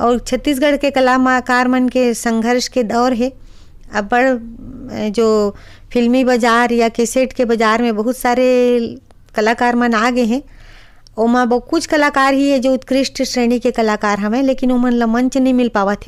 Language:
Chhattisgarhi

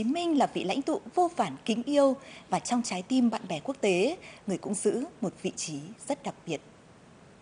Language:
Vietnamese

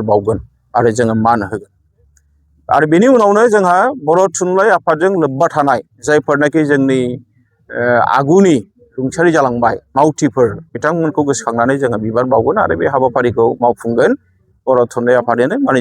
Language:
Bodo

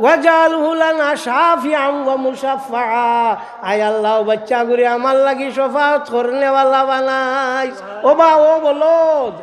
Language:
Sylheti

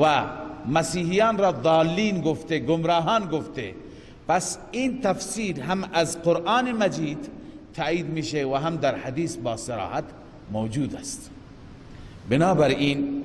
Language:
Persian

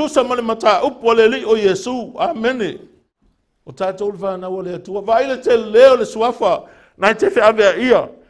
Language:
Samoan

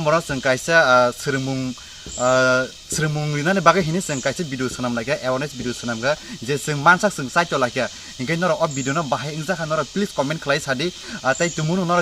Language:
Kok Borok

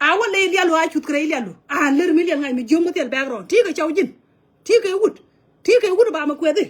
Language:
Nuer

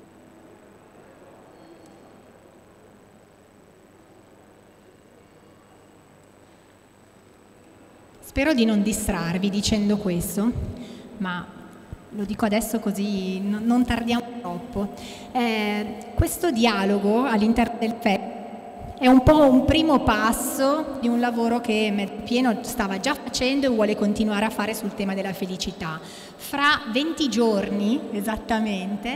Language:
Italian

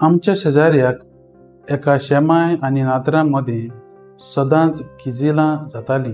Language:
Konkani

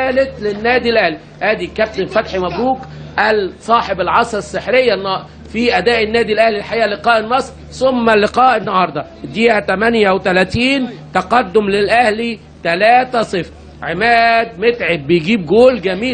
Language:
Egyptian Arabic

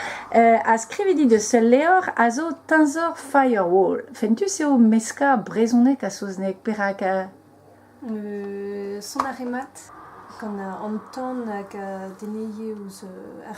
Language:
Breton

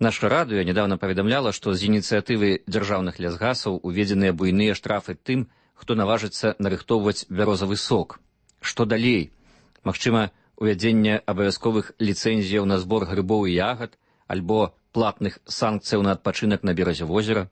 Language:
Belarusian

